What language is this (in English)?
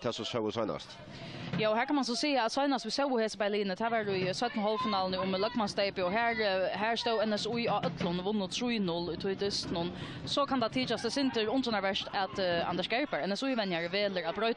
Faroese